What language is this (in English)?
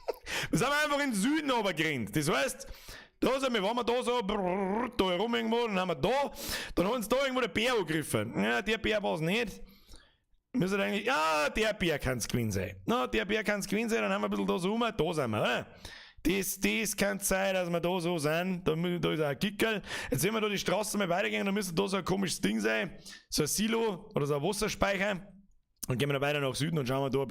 Bavarian